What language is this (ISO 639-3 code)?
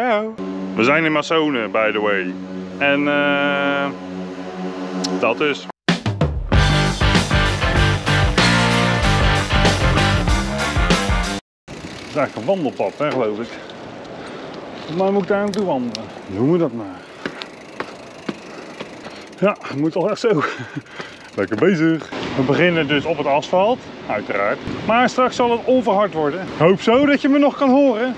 nld